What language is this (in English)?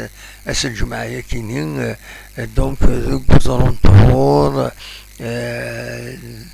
Kabyle